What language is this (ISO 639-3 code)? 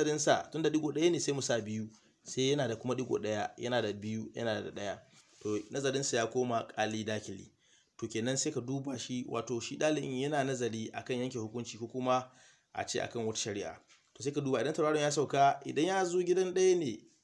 hau